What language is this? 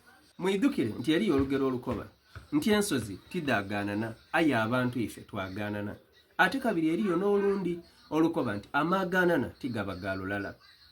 Soga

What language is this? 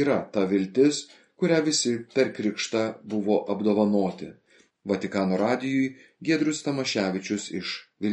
Lithuanian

